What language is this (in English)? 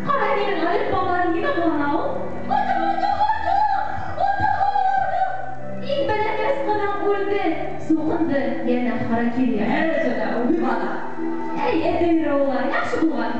Bashkir